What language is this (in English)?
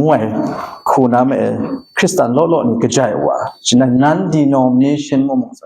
Kachin